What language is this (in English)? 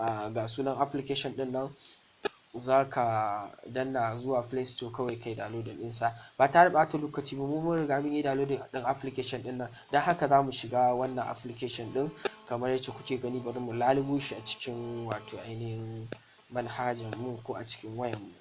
Hausa